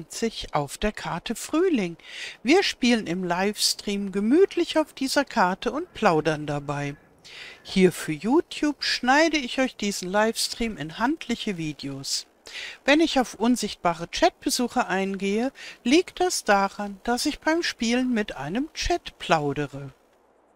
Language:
German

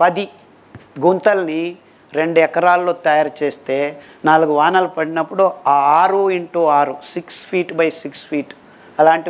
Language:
Telugu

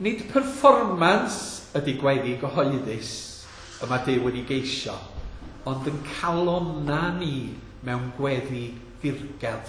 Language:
Welsh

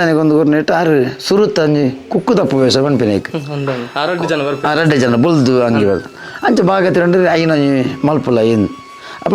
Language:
Tulu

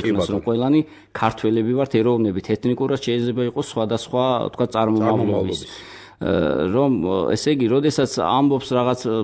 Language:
Georgian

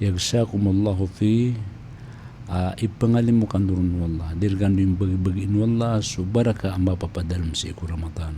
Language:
Maranao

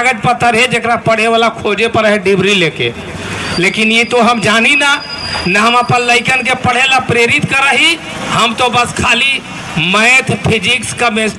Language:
Magahi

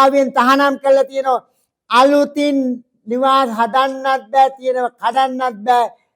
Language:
Sinhala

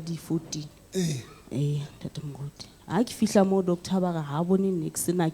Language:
Southern Sotho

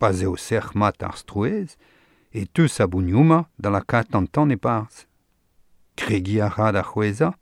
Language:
Breton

